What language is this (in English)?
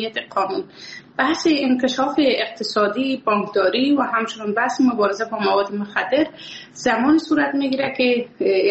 Persian